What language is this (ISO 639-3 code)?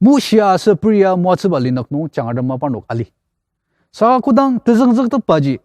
njo